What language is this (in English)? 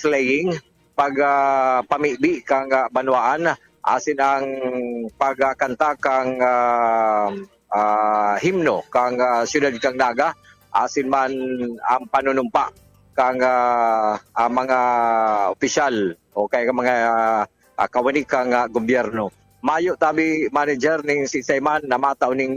Bikol